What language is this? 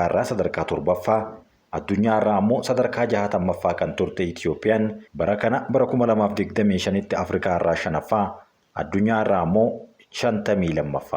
Oromo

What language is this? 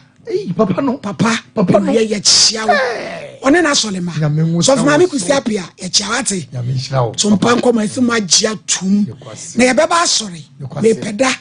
Akan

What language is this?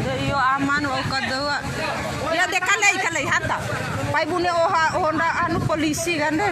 Bima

